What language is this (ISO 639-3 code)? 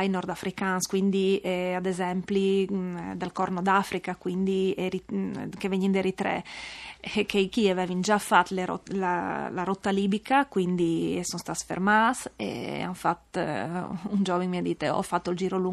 fur